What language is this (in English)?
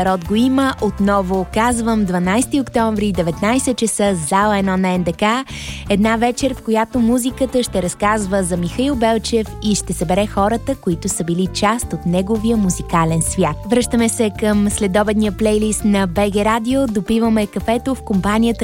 Bulgarian